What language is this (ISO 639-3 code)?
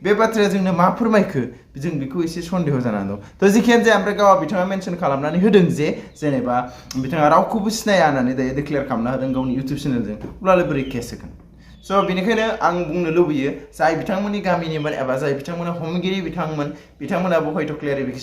brx